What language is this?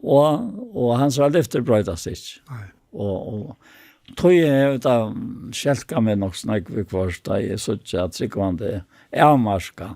Faroese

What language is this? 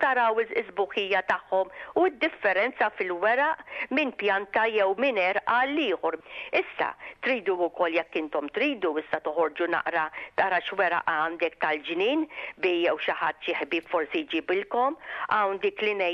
Maltese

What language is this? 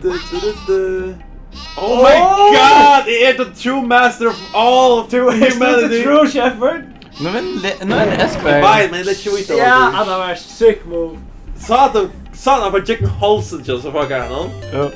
Faroese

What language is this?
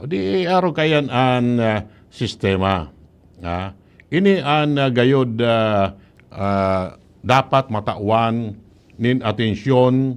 Bikol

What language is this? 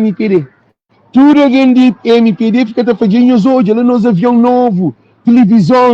Kabuverdianu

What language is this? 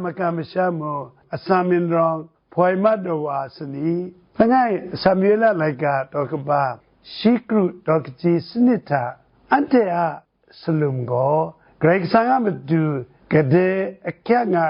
Kachin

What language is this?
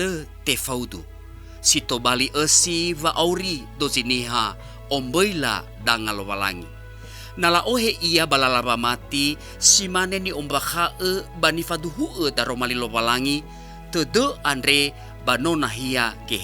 Nias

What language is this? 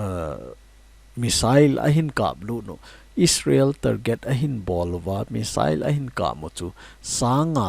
Thado Chin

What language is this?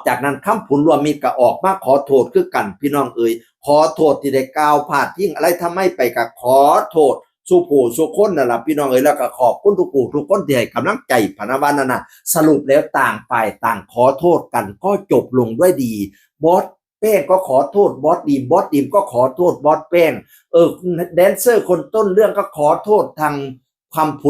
Northeastern Thai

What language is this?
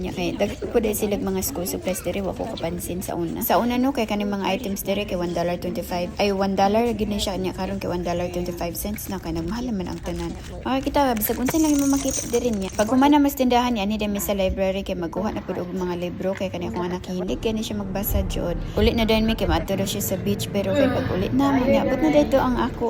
Cebuano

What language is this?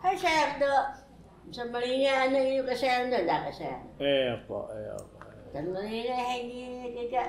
Taroko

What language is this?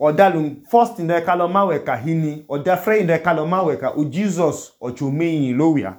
Idoma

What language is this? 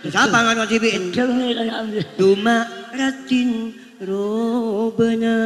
Madurese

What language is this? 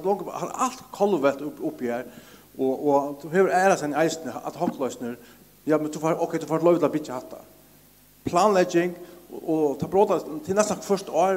Faroese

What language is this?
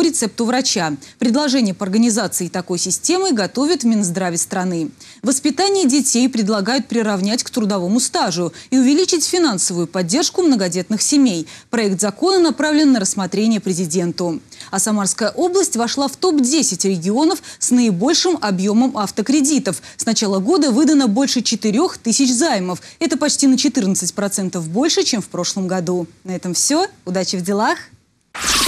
Russian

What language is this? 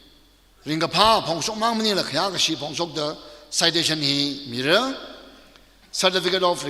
Tangkhul Naga (India)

